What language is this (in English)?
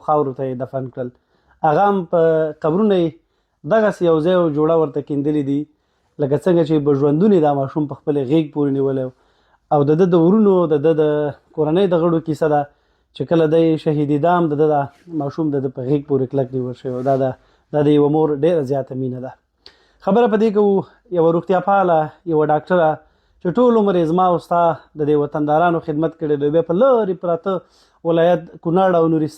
Pashto